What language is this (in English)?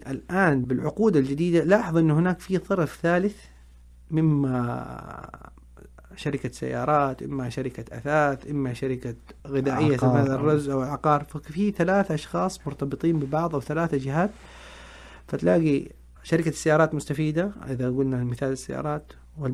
Najdi Arabic